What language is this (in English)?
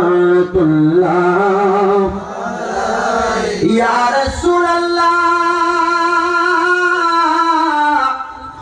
Bangla